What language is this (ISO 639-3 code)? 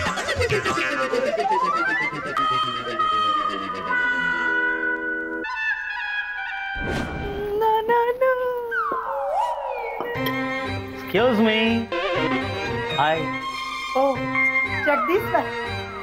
guj